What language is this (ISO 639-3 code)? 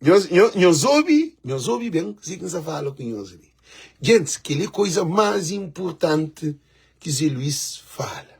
kea